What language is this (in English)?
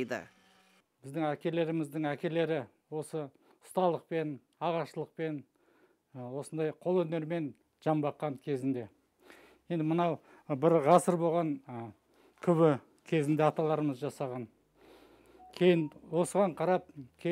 Kazakh